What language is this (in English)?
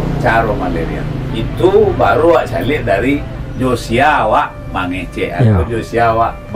Minangkabau